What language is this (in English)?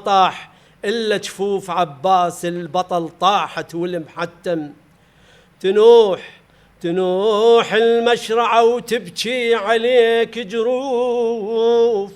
Mesopotamian Arabic